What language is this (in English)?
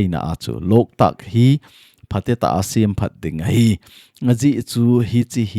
Thado Chin